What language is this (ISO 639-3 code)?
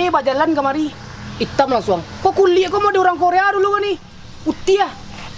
min